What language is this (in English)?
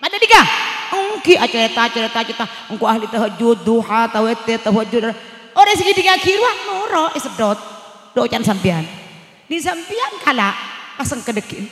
Madurese